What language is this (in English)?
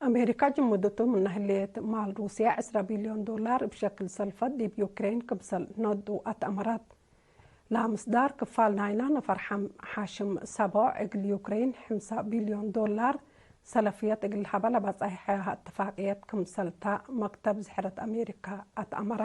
Tigre